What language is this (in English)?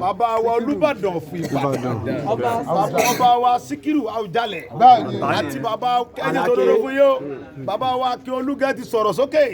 Yoruba